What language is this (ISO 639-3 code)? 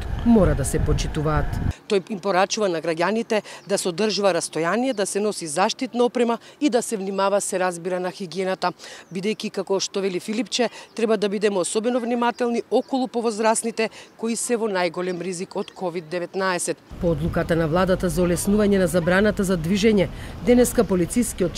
mkd